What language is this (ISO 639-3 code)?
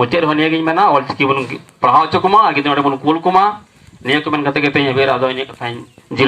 sat